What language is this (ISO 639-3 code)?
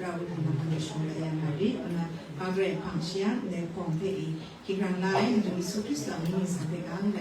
kac